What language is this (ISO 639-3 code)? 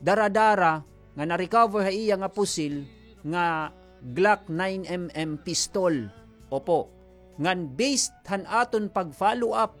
war